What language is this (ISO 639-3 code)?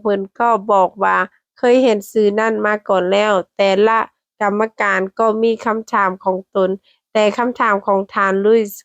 lao